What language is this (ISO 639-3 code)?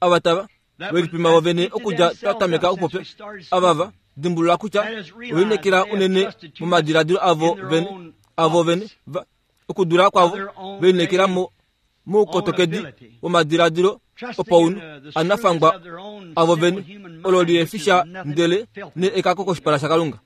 kua